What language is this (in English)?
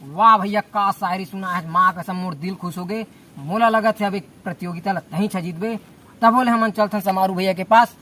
Chhattisgarhi